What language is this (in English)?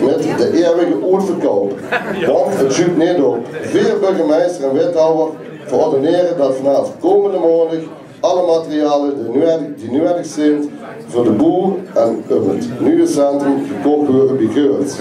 Limburgish